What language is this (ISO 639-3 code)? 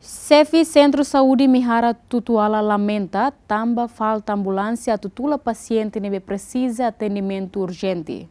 tet